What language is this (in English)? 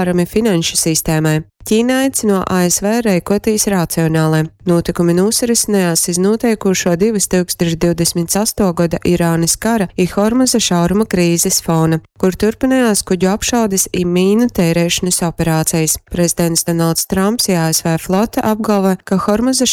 Latgalian